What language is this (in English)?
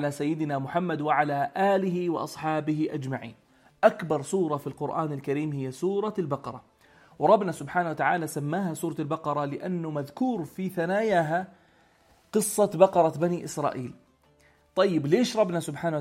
North Levantine Arabic